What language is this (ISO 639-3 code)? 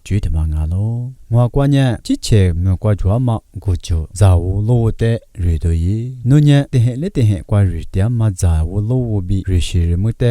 lis